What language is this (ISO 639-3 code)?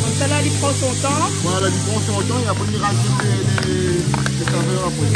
rcf